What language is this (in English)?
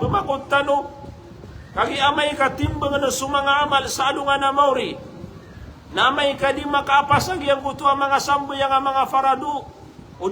Maranao